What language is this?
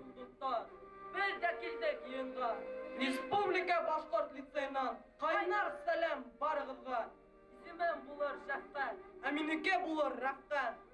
Bashkir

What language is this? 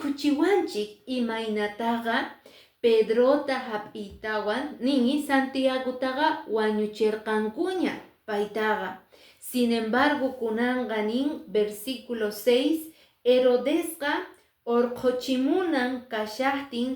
Quechua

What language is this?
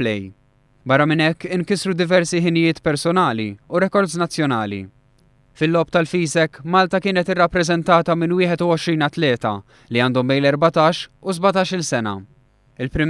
Maltese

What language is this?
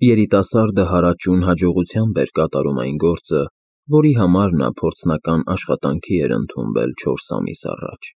Armenian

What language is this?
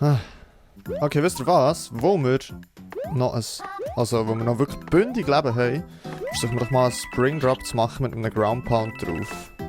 Swiss German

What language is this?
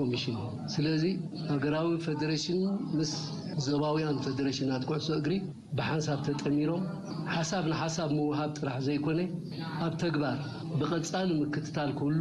Tigrinya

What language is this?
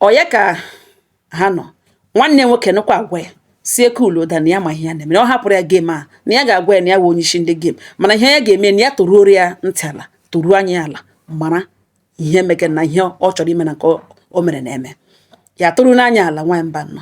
Igbo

